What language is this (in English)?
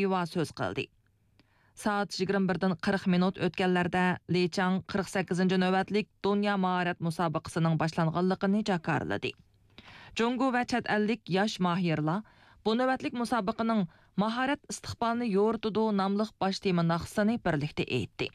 Uyghur